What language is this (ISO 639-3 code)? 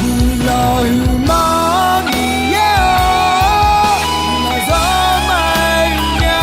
ahk